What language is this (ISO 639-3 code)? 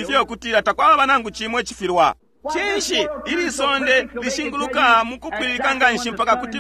bem